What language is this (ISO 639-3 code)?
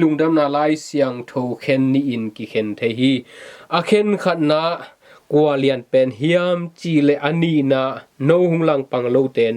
ctd